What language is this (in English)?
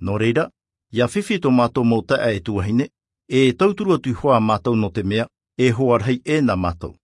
Tahitian